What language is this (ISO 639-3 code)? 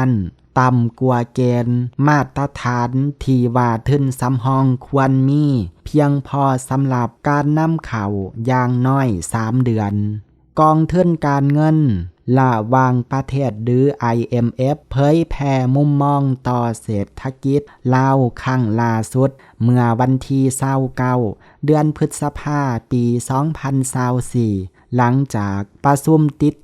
lao